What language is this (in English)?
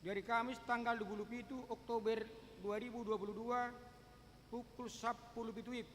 Batak Toba